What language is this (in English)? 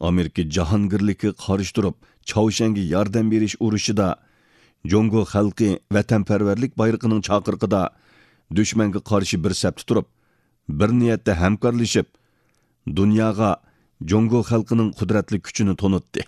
Uyghur